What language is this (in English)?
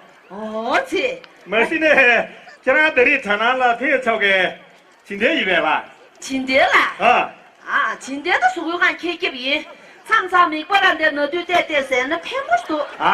Tibetan